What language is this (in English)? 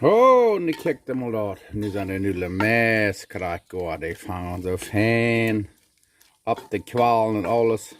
Plautdietsch